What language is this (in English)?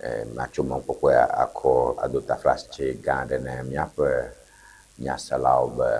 Ewe